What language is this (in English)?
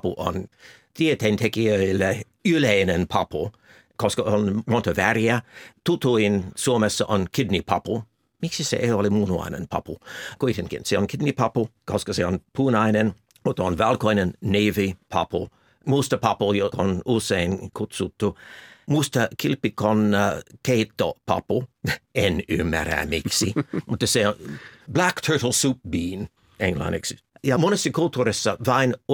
Finnish